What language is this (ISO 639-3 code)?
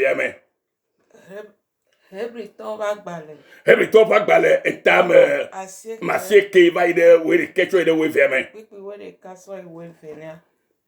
ewe